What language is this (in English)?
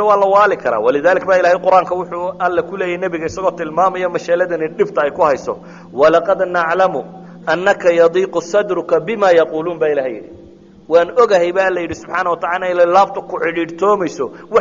Somali